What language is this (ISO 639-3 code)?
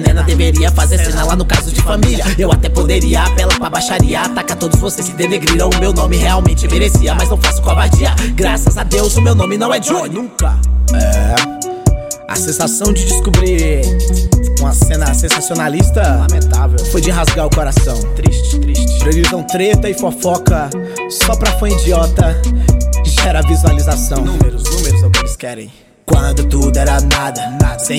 por